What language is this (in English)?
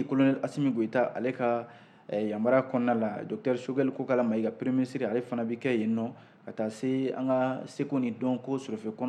Bambara